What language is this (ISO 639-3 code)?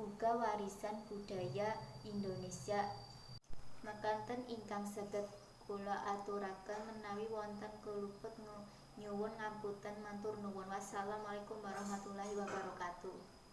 jav